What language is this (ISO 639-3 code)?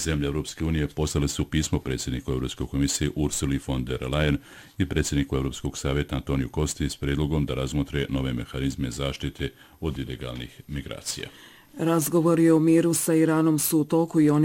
bos